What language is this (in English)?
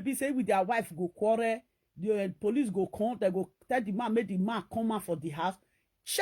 Nigerian Pidgin